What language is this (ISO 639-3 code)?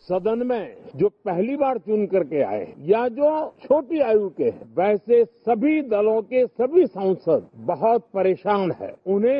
lus